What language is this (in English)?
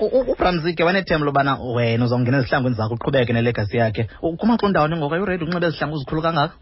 Xhosa